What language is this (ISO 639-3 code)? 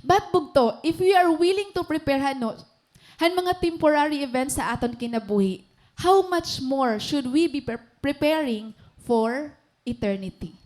war